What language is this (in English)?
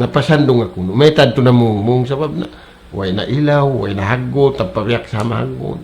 Tausug